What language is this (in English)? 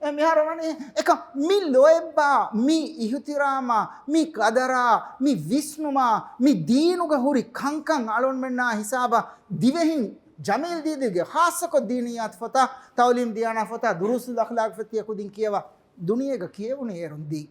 Divehi